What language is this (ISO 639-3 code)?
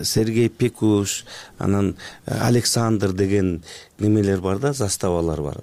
kir